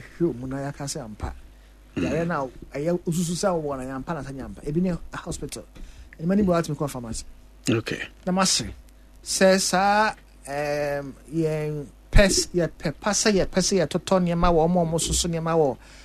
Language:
Akan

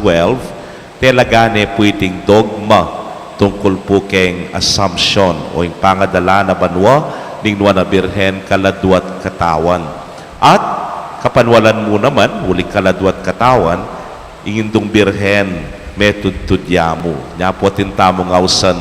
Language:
Pampanga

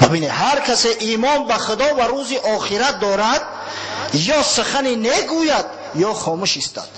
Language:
Tajik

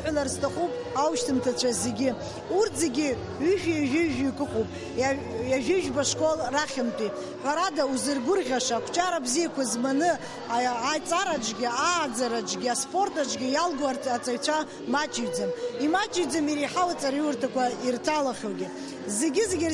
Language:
Abkhazian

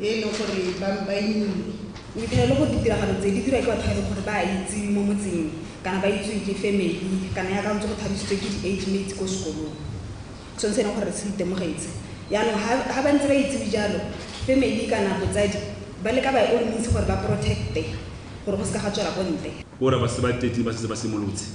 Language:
Tswana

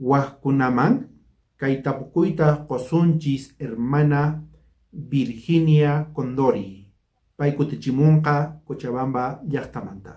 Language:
South Bolivian Quechua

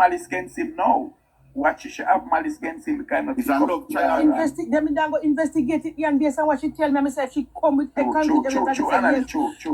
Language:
Jamaican Creole English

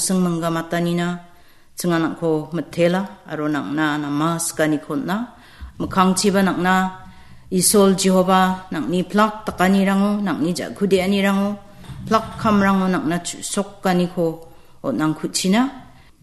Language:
Garo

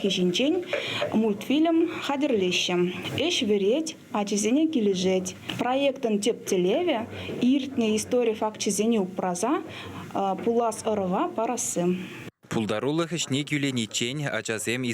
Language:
Chuvash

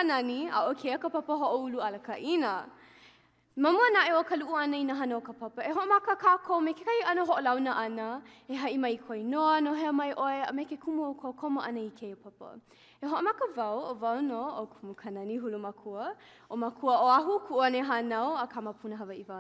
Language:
Hawaiian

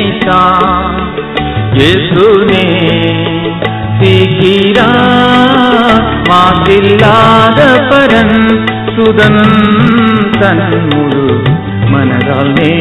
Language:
Tamil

